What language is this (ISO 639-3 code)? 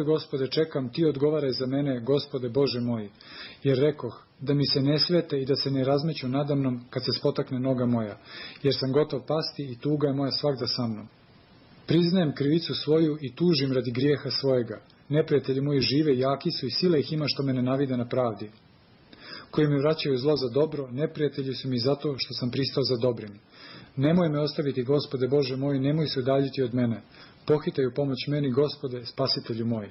srp